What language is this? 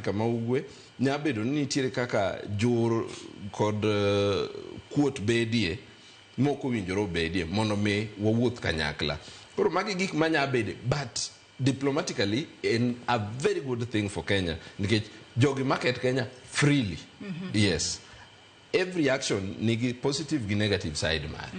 Luo (Kenya and Tanzania)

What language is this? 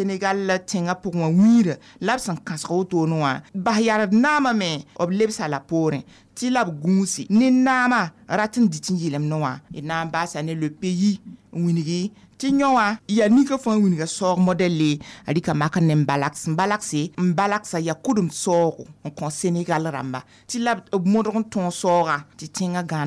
Mossi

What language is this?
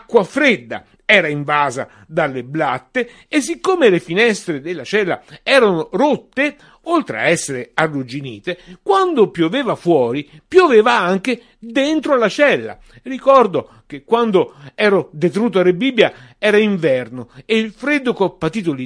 Italian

